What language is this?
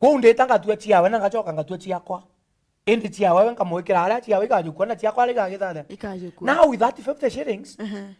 Meru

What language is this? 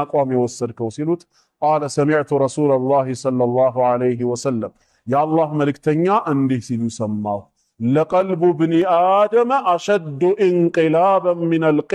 Amharic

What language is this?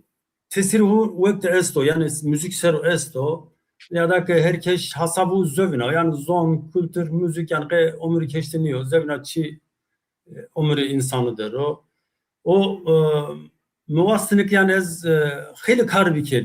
Zaza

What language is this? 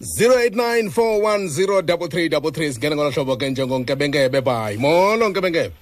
Xhosa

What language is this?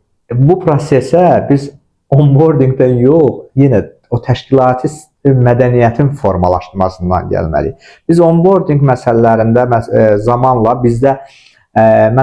Azerbaijani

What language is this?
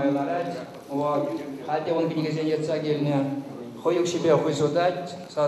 Chuvash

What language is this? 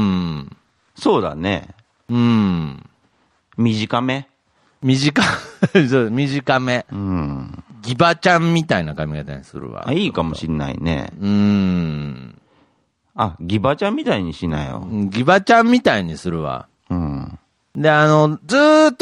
Japanese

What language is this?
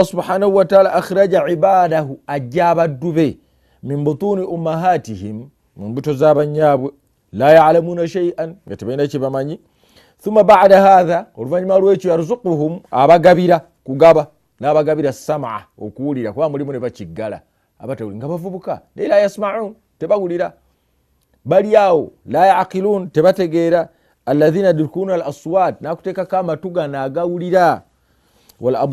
Ganda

